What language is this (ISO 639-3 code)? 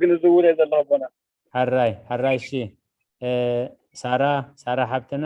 tir